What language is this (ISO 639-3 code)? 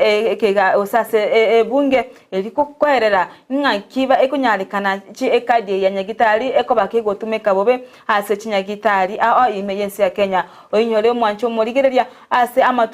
guz